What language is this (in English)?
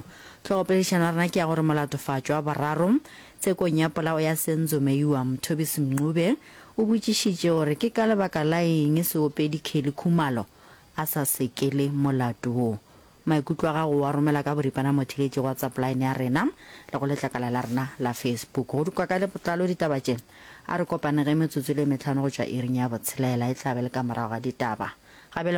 Northern Sotho